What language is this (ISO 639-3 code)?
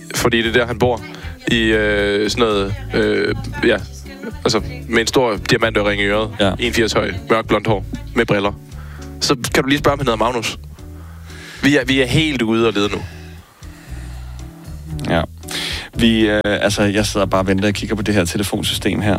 dan